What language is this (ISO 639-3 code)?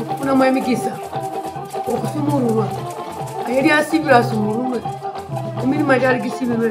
nyo